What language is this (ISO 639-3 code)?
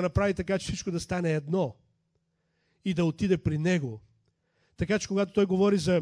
bul